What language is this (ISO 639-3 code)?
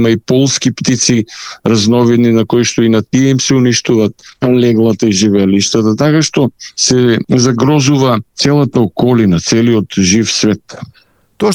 mkd